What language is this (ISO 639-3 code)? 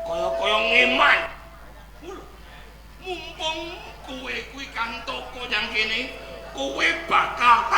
jav